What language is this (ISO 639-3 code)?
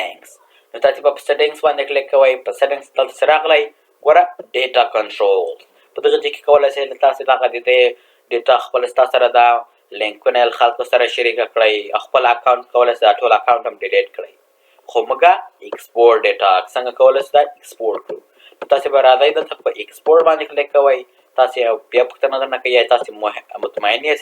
pus